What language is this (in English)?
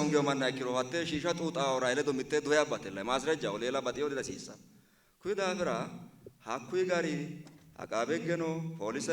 Sidamo